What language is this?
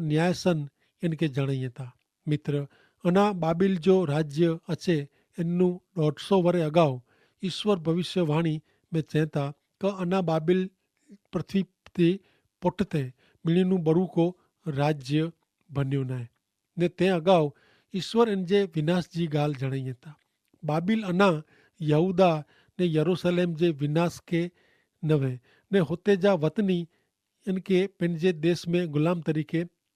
Kachhi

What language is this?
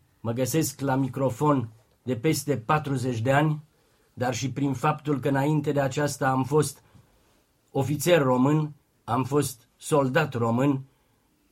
Romanian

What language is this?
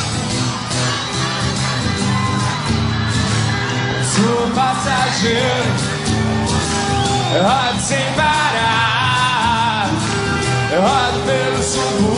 Portuguese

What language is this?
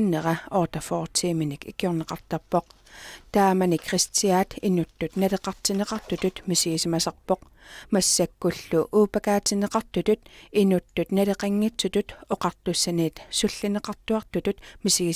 Kalaallisut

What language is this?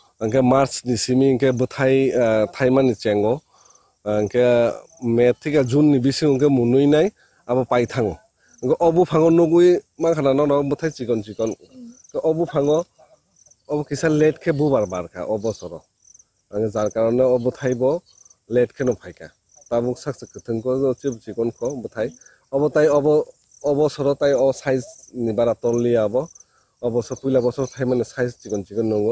Kok Borok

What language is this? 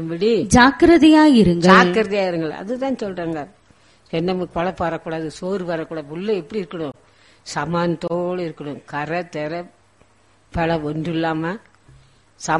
Tamil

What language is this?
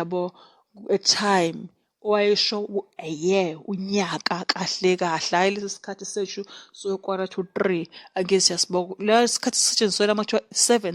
Zulu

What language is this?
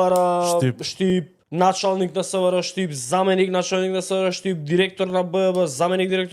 Macedonian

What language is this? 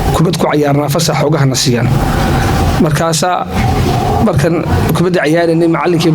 Somali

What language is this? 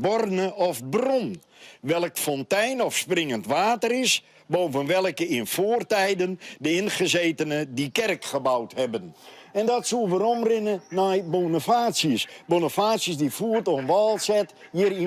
Western Frisian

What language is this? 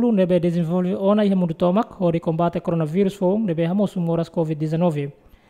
Tetum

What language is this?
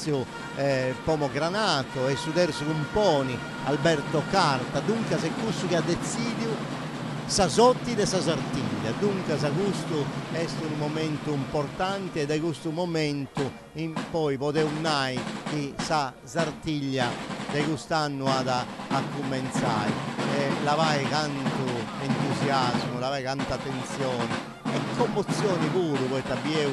Sardinian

